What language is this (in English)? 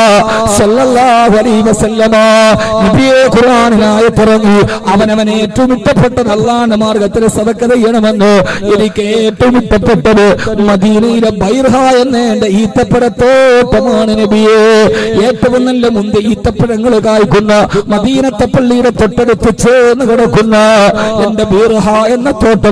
Malayalam